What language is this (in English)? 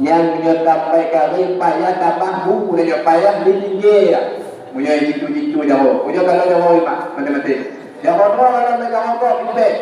Achinese